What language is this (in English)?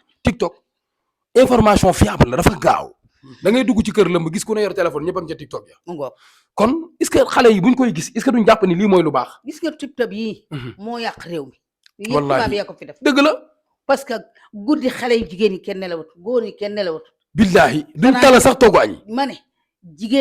Wolof